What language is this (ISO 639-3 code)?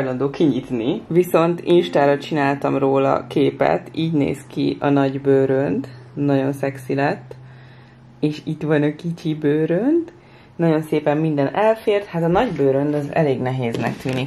hun